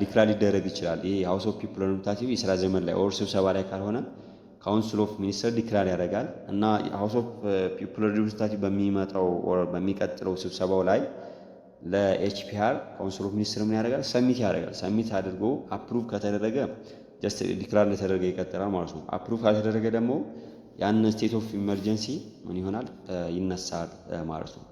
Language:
Amharic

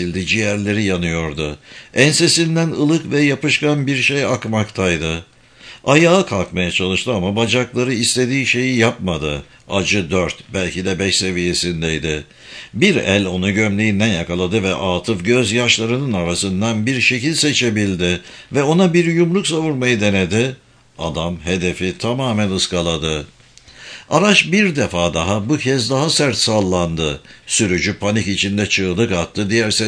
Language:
Turkish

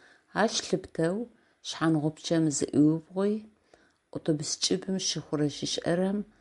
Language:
Adyghe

